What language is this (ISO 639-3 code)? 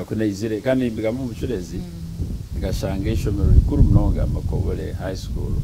nyn